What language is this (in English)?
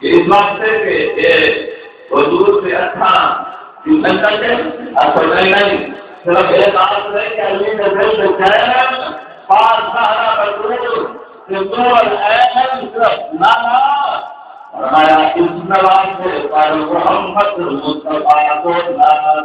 Saraiki